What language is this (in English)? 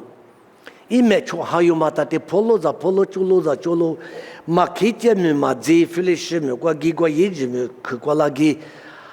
Lisu